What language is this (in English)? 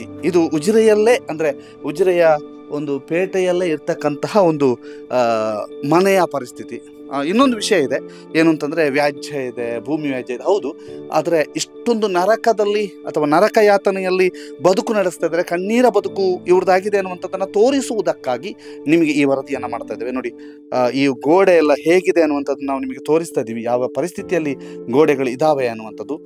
Kannada